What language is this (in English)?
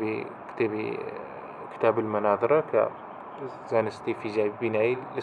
Central Kurdish